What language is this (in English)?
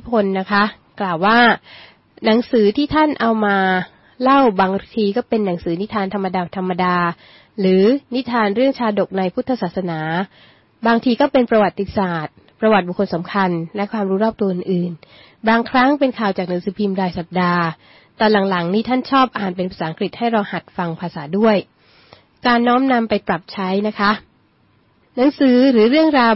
Thai